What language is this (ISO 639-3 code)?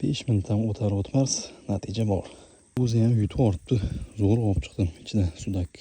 uzb